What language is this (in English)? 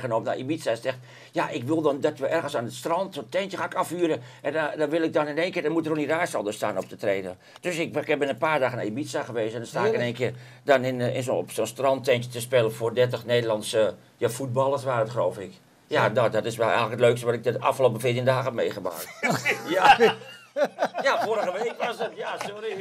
Dutch